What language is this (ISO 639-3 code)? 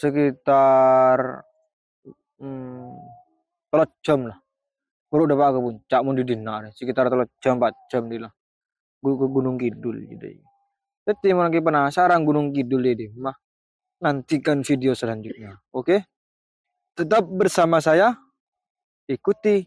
mad